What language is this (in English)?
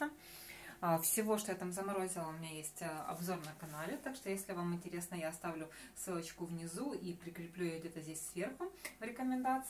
Russian